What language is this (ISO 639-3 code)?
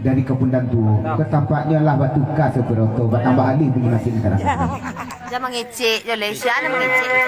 min